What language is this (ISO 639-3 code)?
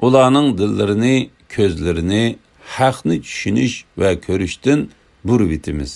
uig